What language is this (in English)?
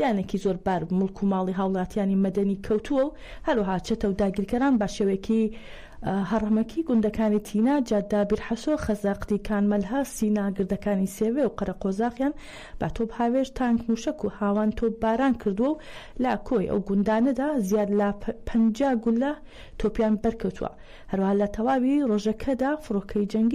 Central Kurdish